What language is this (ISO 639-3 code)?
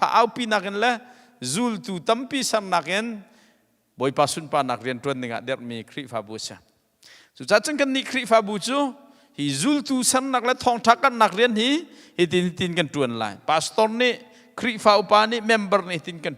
cnh